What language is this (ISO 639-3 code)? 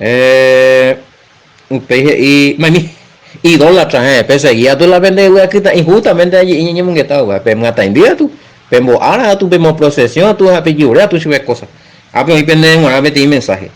grn